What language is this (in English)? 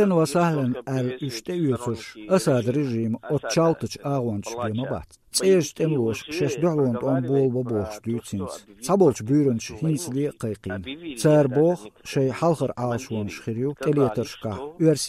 Chechen